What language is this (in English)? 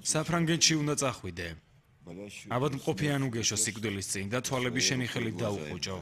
Georgian